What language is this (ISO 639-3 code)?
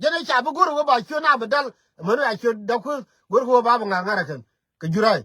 nus